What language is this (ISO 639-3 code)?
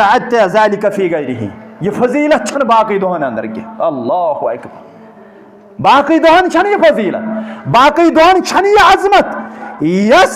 kas